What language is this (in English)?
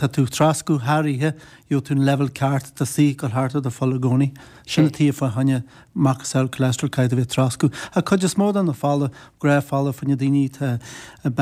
Irish